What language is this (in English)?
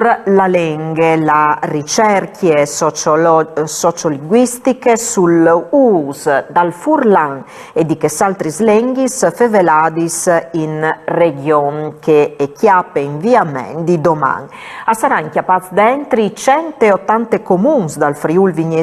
Friulian